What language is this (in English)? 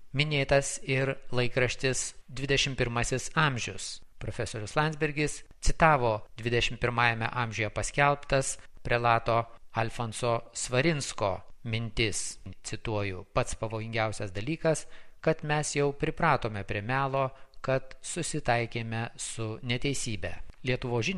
Lithuanian